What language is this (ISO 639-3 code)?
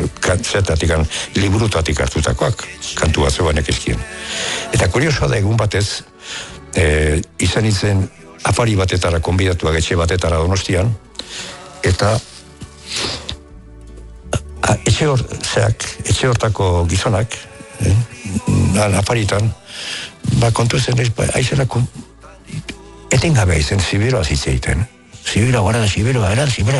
eus